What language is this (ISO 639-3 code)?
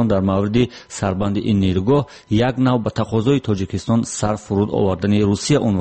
tgk